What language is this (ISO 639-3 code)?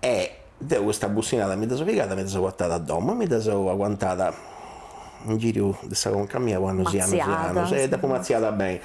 srd